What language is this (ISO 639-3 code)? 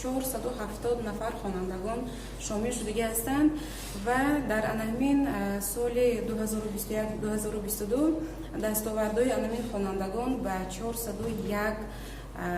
tgk